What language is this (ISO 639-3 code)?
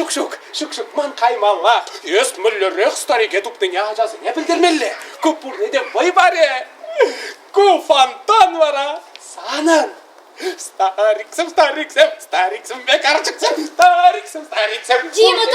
chv